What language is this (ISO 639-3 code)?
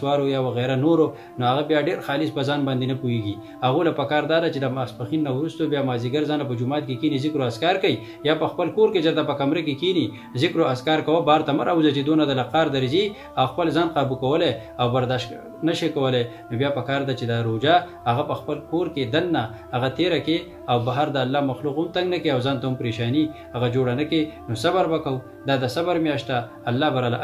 pus